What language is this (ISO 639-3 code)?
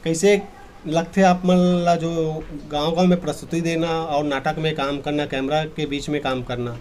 hne